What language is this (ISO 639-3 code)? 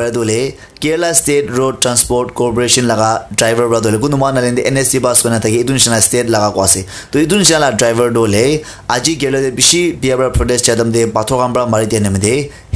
nag